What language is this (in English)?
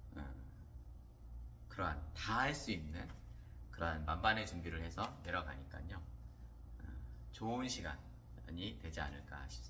Korean